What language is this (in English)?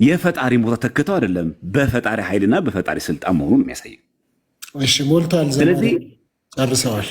Amharic